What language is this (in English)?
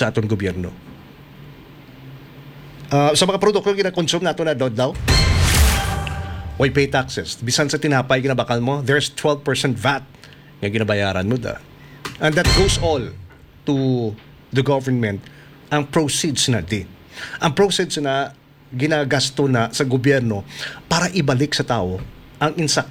Hiligaynon